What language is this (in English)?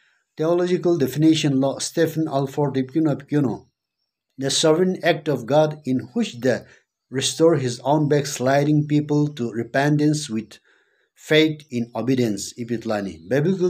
Sumi Naga